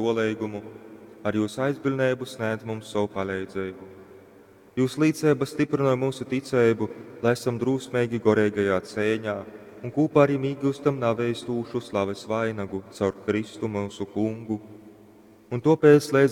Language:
Latgalian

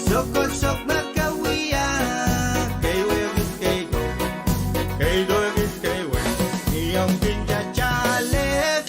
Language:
Pohnpeian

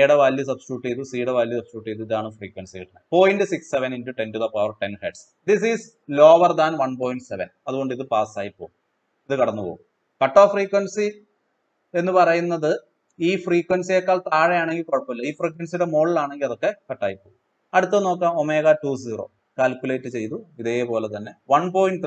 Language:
Malayalam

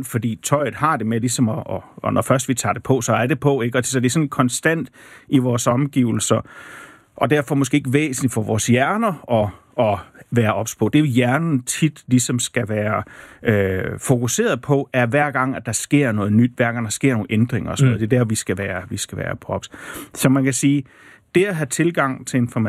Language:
Danish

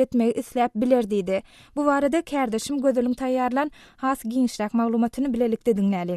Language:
Turkmen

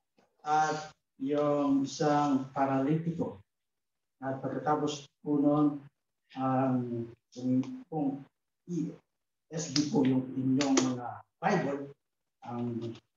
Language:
Filipino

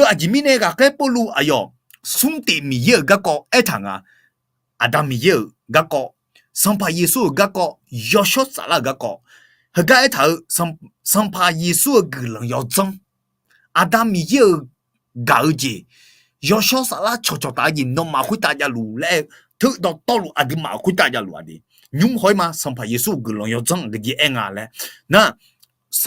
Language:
Akha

